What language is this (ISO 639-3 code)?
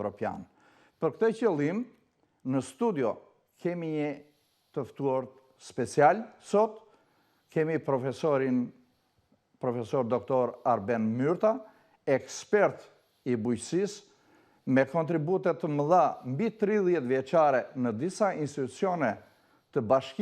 sqi